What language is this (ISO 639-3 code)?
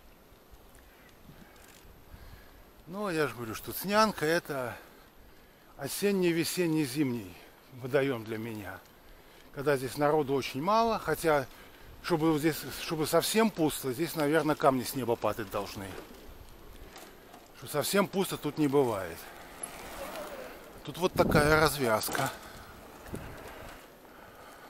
rus